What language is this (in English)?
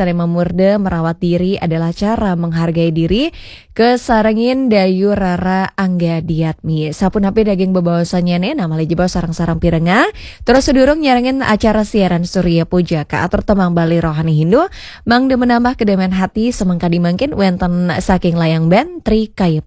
Balinese